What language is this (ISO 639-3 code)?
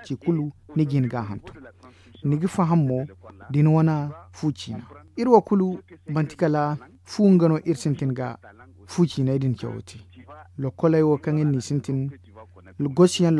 dje